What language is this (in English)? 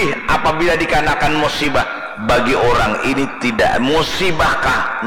Banjar